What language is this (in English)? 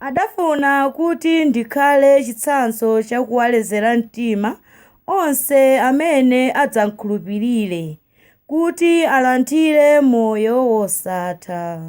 Nyanja